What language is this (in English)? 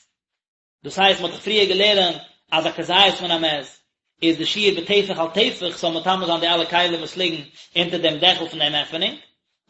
Yiddish